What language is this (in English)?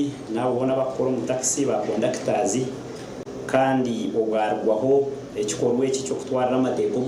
Nyankole